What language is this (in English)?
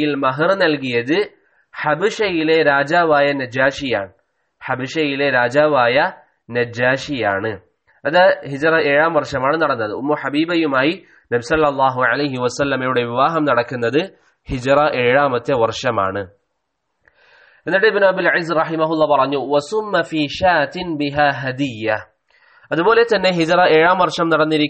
Malayalam